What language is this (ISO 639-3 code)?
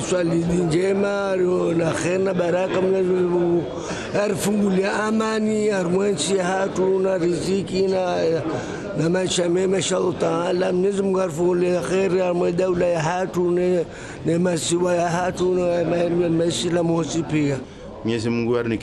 zdj